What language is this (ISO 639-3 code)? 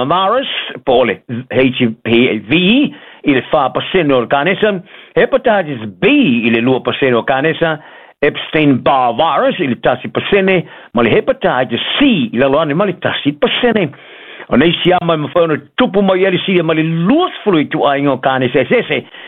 smo